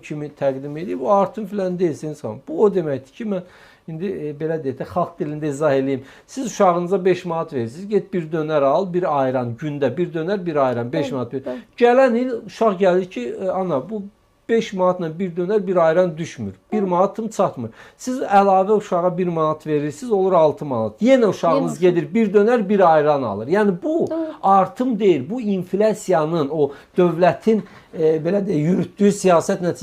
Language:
Azerbaijani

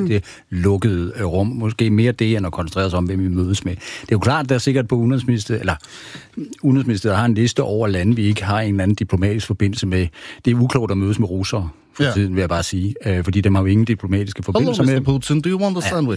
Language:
Danish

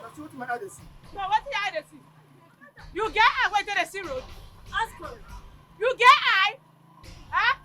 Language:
Nigerian Pidgin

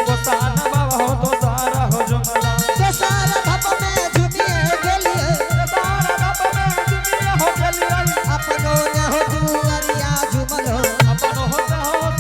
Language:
Angika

